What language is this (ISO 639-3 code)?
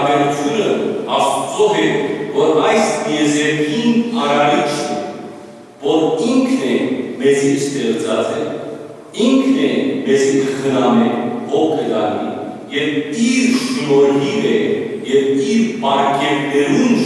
hyw